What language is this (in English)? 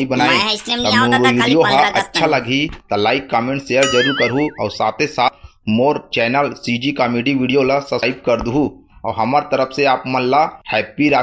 Chhattisgarhi